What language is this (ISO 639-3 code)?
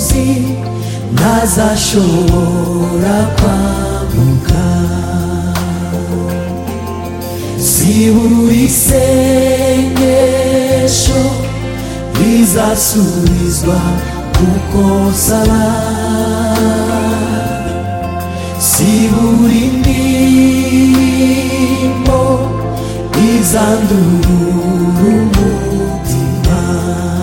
kin